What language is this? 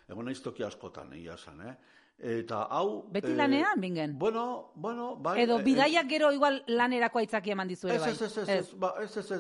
Basque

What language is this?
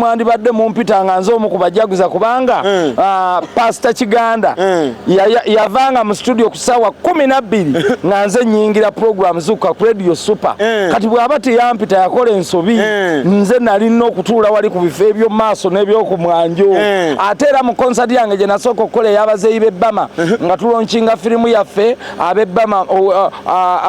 Ganda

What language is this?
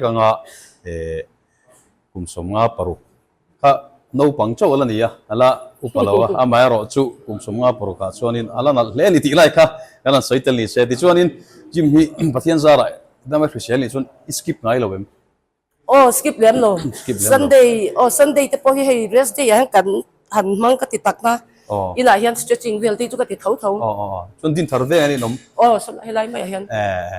Mizo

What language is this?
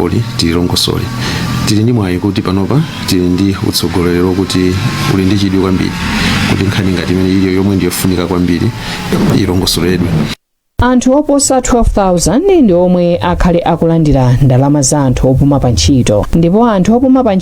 Nyanja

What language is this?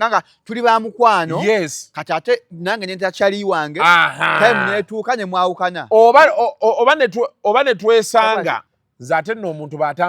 Ganda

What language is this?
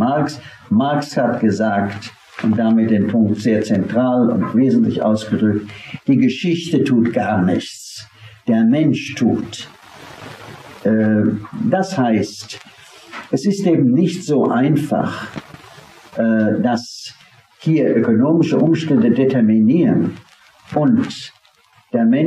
German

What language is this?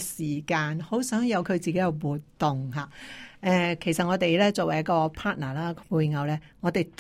Cantonese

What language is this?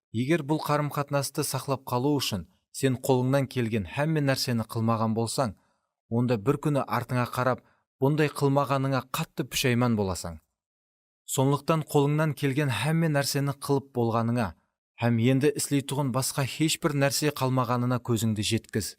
Kara-Kalpak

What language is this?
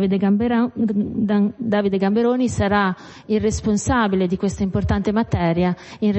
Italian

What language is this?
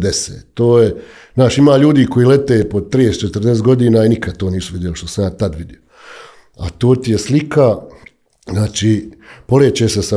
Bosnian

